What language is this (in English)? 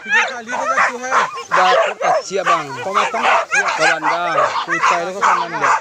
Minangkabau